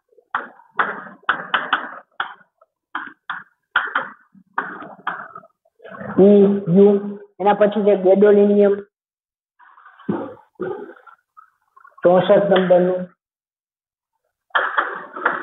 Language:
Gujarati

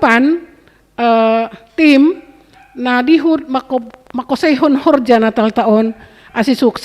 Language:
Batak Simalungun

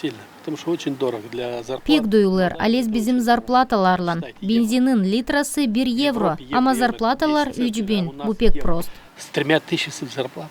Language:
Gagauz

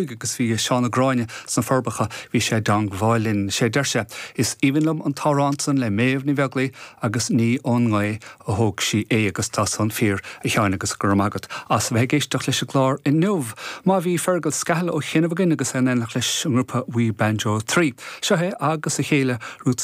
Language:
Irish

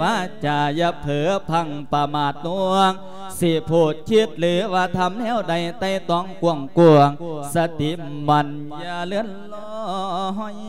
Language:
Lao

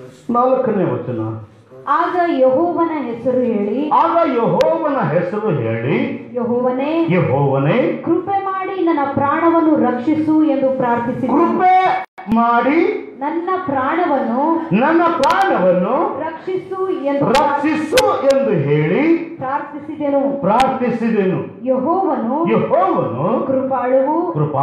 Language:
Kannada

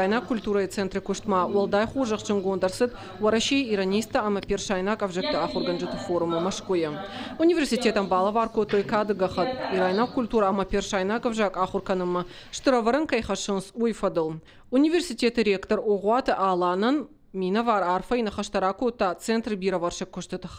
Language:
Ossetic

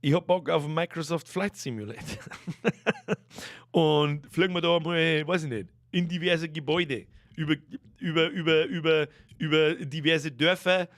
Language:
Bavarian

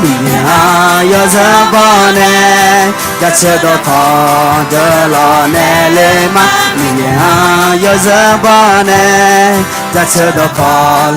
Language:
Akha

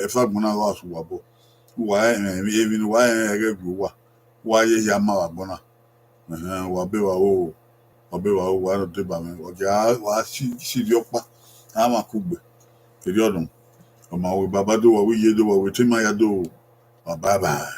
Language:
Bini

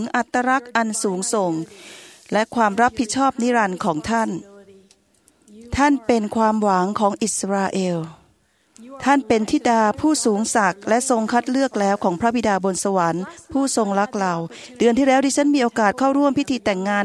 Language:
Thai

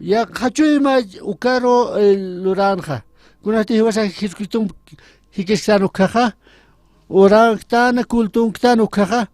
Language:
Aymara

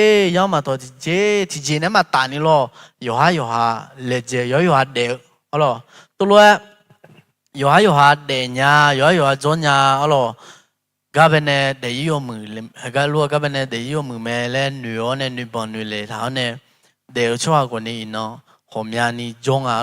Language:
Akha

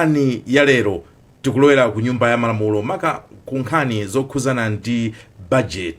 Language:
Nyanja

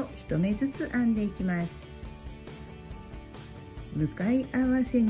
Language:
Japanese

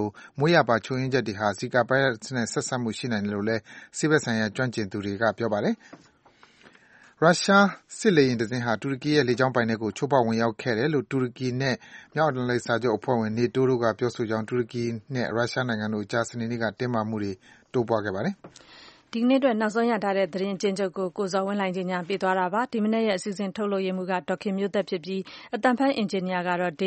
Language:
Burmese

